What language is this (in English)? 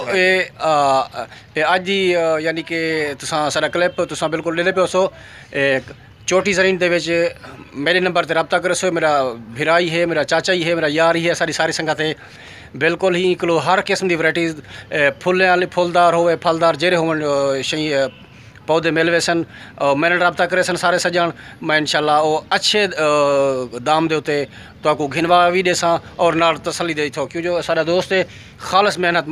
Saraiki